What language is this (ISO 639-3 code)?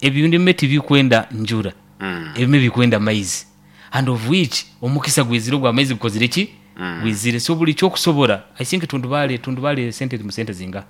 nyn